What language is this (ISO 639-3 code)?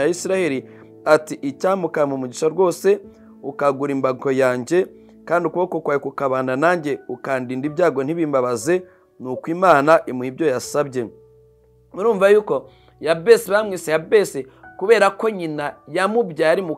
kin